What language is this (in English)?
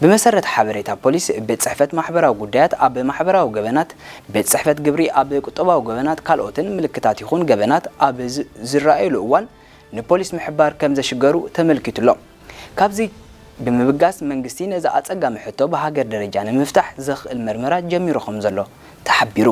Tigrinya